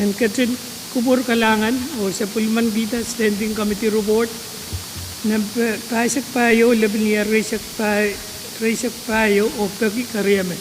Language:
Pohnpeian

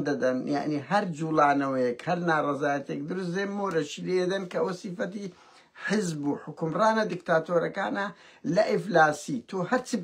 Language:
Central Kurdish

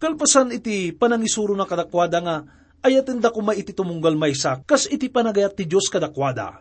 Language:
Iloko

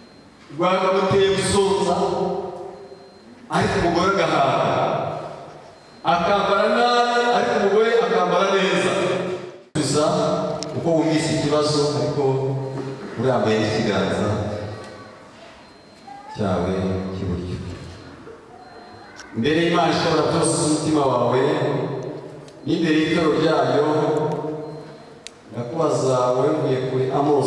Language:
Kinyarwanda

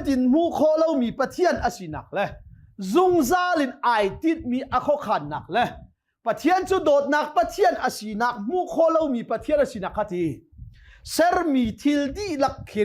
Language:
Hakha Chin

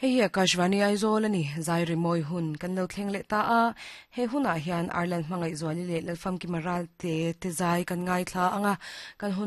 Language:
Mizo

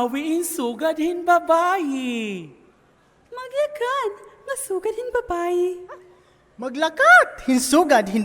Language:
Waray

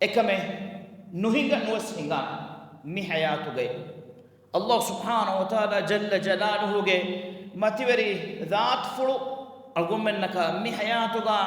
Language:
Divehi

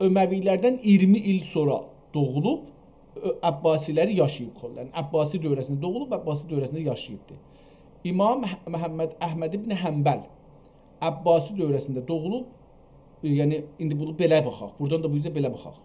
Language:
South Azerbaijani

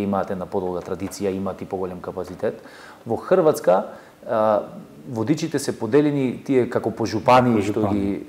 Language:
Macedonian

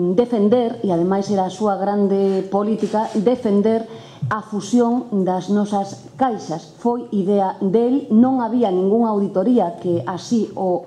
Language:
Galician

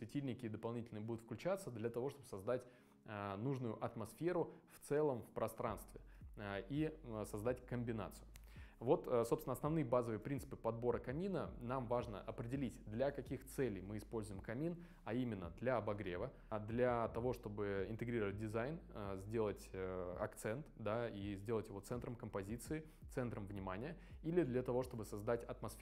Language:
Russian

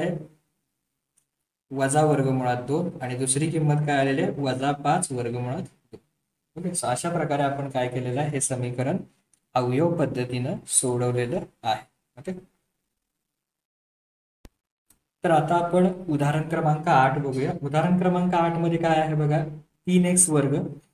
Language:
Marathi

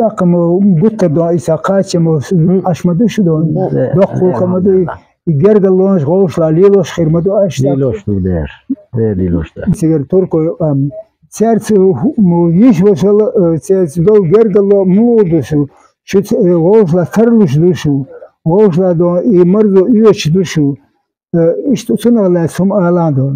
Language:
Chechen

